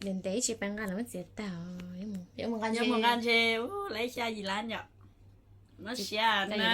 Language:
Hmong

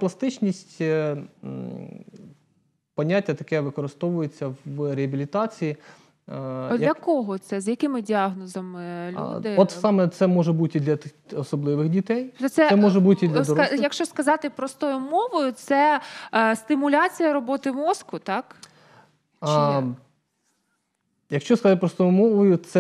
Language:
Ukrainian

